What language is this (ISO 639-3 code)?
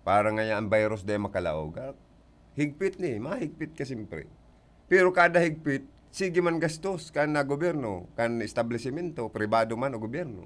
bik